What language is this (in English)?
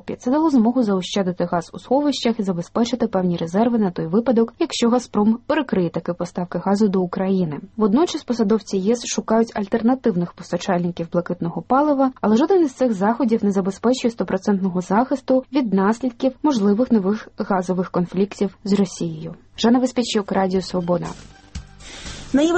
Ukrainian